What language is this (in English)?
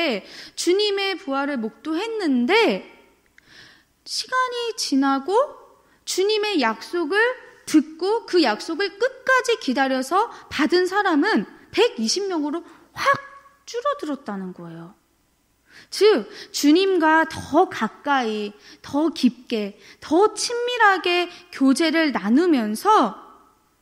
Korean